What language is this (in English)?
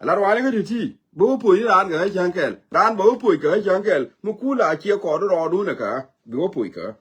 Nuer